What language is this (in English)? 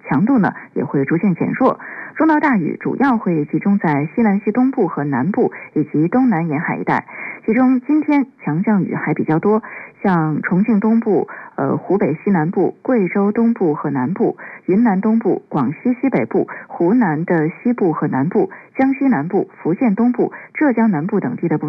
Chinese